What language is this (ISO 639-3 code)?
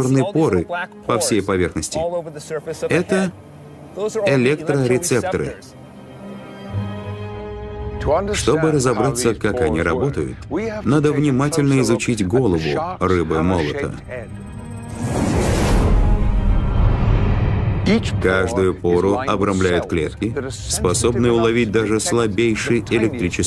rus